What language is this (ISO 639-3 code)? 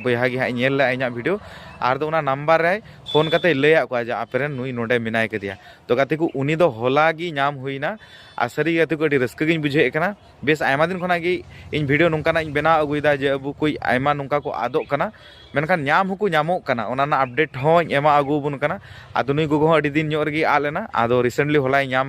sat